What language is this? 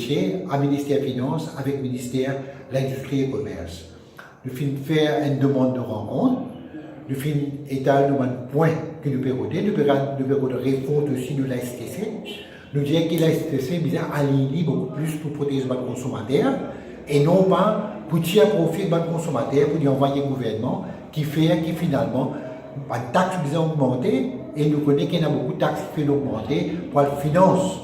Morisyen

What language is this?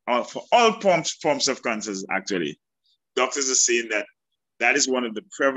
English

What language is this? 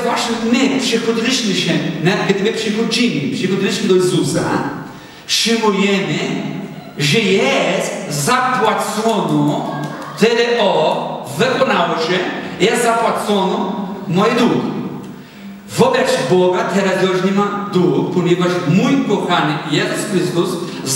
Polish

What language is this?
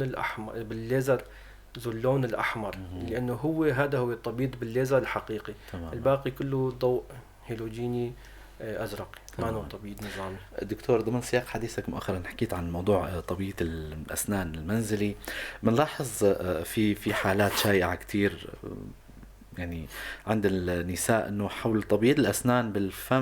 North Levantine Arabic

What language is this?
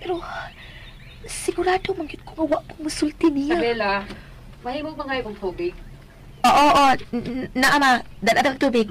Cebuano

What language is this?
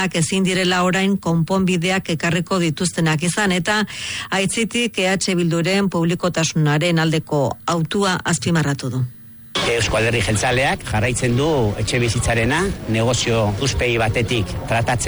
Basque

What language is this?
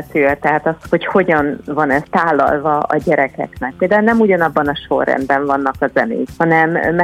Hungarian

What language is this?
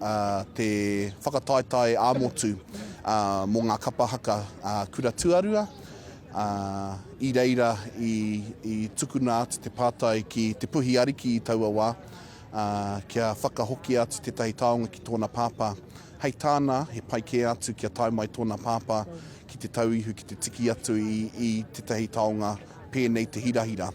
Māori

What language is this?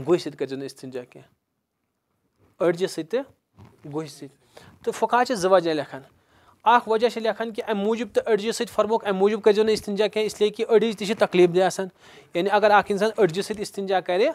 Kashmiri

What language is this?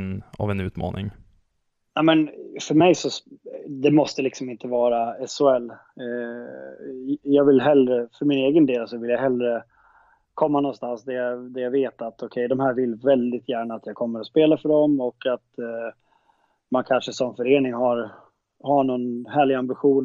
Swedish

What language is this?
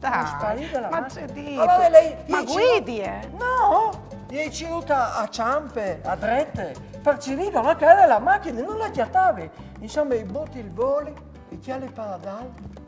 Friulian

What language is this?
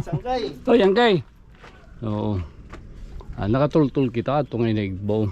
Waray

